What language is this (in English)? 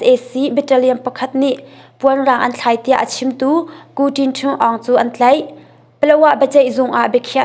Hakha Chin